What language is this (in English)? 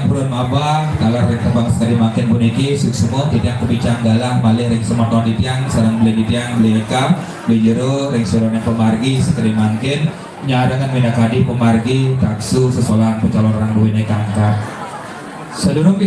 Balinese